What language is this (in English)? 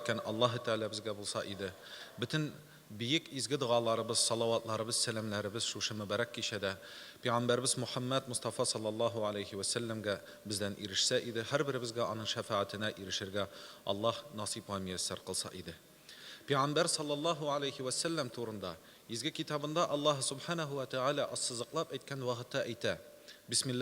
Tatar